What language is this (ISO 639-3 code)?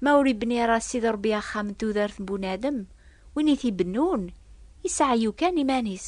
kab